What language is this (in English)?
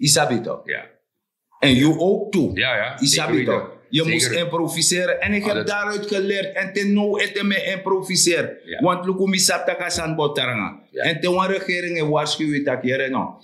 Sranan Tongo